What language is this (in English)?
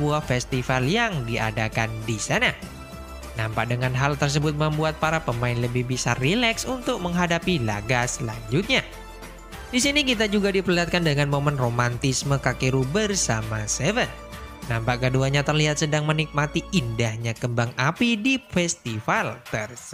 Indonesian